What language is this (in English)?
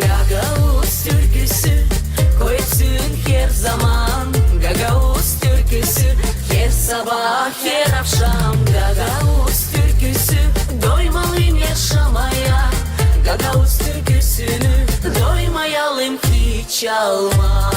Gagauz